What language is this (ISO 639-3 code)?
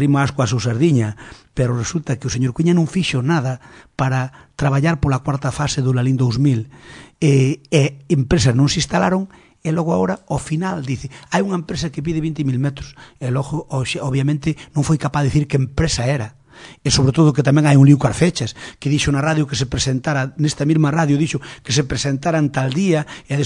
glg